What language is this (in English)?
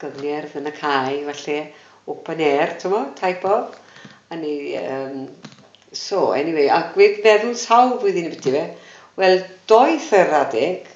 Welsh